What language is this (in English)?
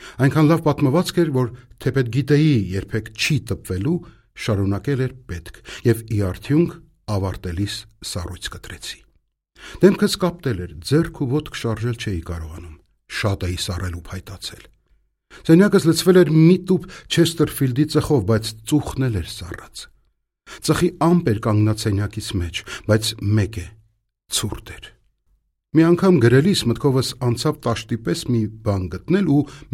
Armenian